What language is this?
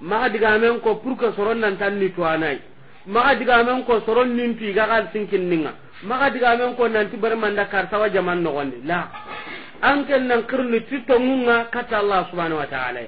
Soninke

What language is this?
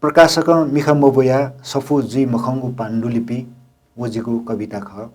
Newari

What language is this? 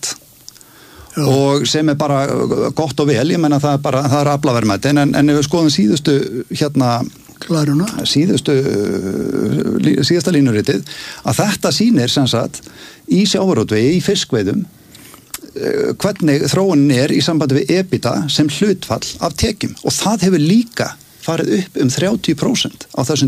Icelandic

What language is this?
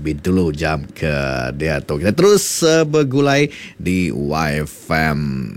Iban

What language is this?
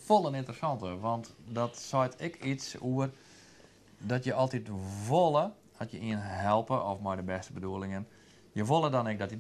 Western Frisian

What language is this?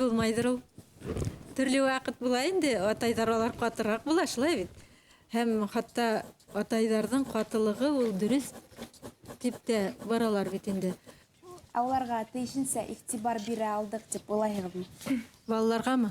Bashkir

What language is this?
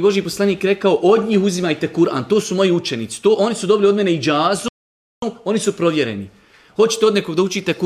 Serbian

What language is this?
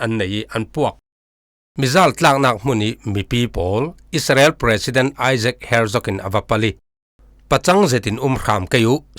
Falam Chin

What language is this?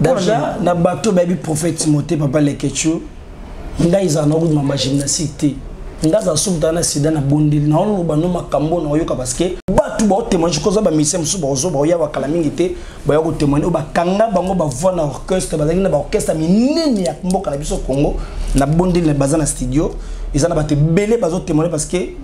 Lingala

